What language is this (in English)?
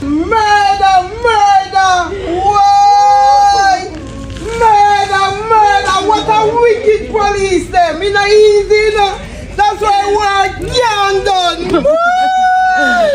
Jamaican Creole English